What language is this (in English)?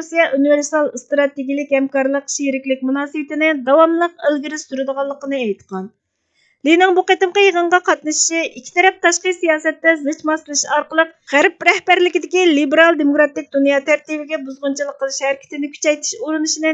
Uyghur